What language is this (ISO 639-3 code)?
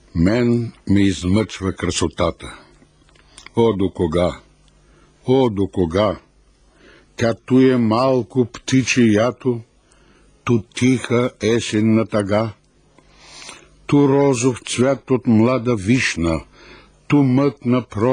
bul